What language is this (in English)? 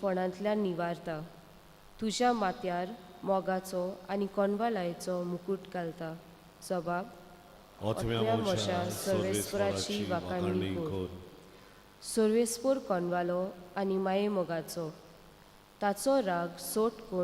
Konkani